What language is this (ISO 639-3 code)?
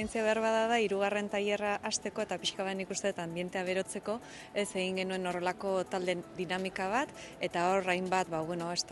eus